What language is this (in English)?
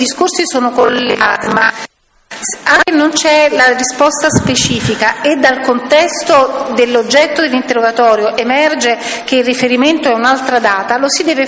Italian